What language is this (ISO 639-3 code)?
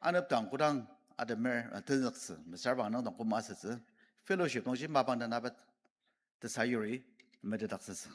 njo